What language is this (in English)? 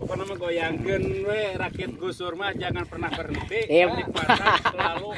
Sundanese